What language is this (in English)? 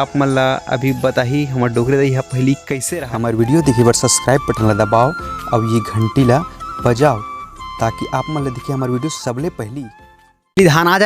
Chhattisgarhi